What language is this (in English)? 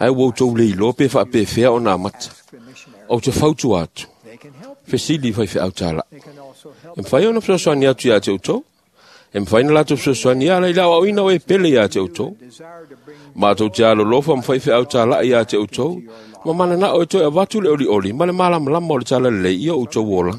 Samoan